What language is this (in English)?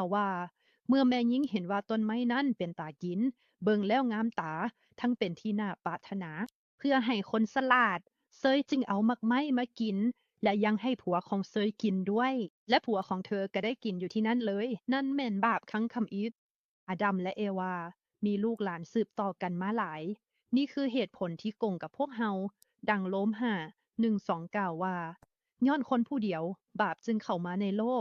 Lao